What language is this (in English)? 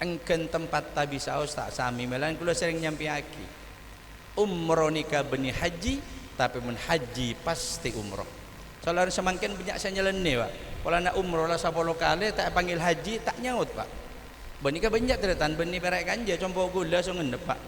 Madurese